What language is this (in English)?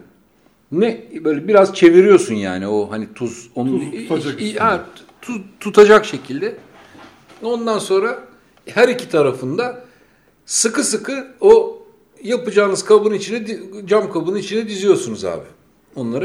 Turkish